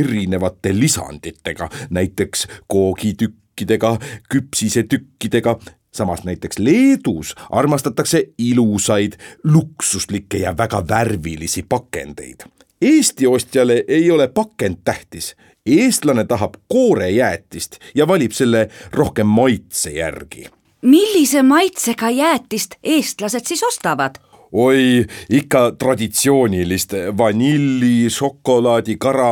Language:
Estonian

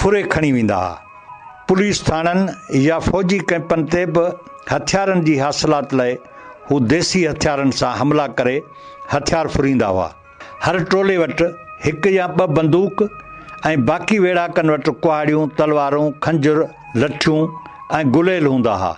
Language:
Sindhi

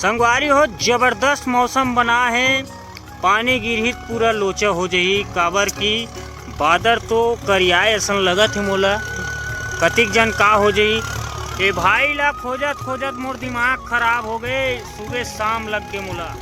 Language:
Chhattisgarhi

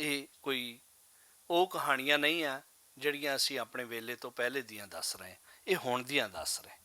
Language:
Western Panjabi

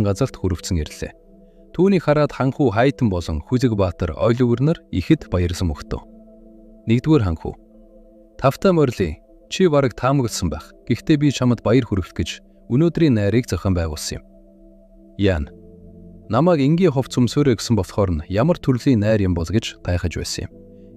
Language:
Mongolian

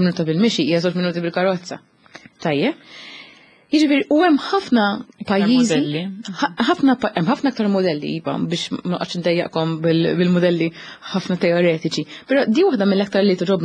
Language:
Maltese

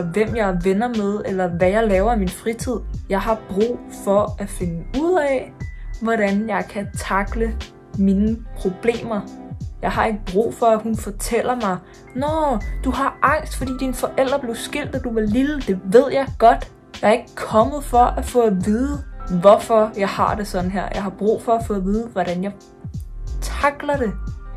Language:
Danish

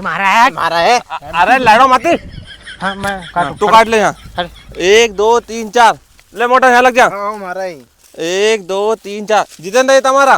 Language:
Rajasthani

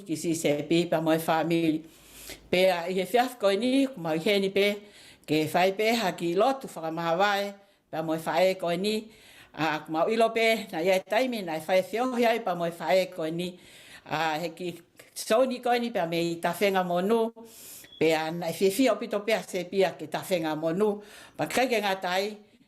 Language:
Tongan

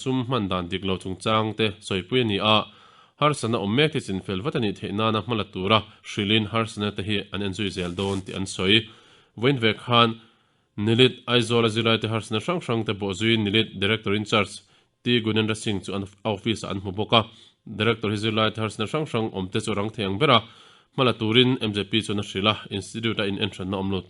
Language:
Mizo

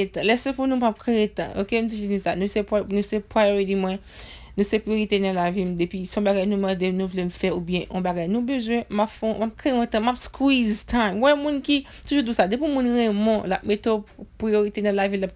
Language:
Haitian Creole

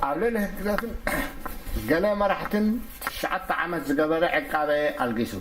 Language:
Tigrinya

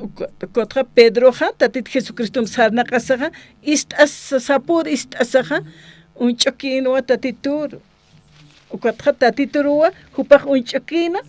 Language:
Aymara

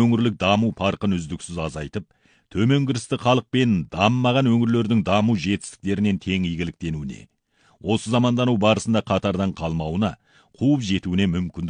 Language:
Kazakh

